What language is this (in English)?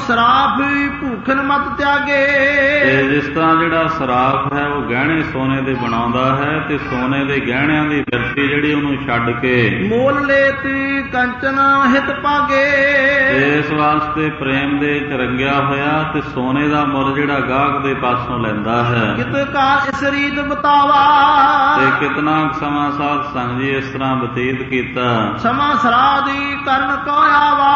Punjabi